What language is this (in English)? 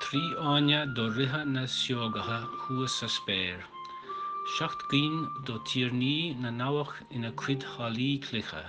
Irish